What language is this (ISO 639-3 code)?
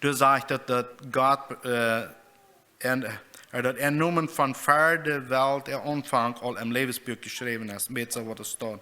pdt